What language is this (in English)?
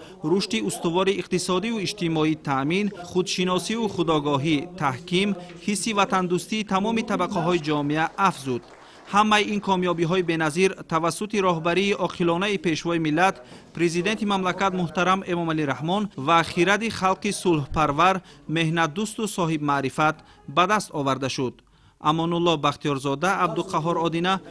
Tajik